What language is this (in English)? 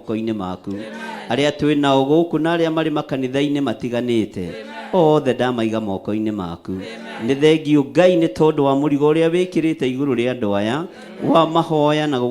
Kikuyu